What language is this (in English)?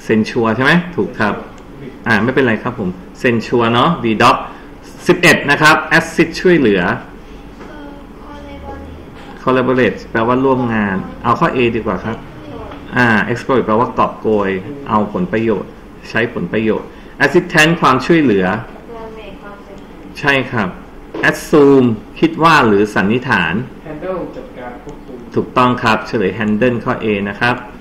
Thai